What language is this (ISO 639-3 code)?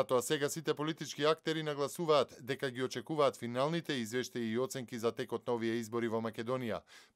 mkd